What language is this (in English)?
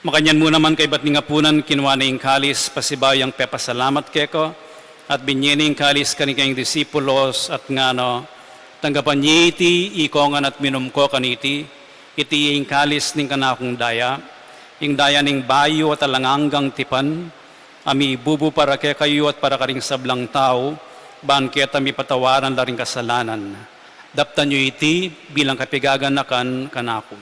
Pampanga